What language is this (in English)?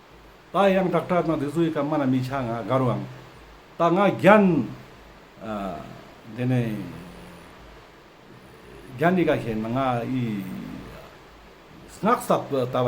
Ladakhi